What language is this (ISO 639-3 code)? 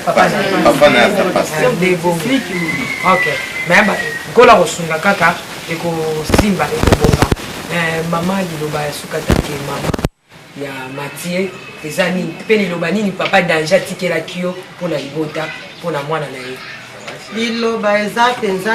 lin